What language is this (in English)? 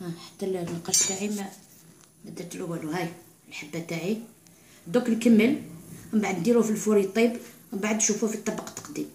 Algerian Arabic